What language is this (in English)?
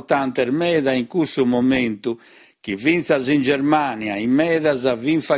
Sardinian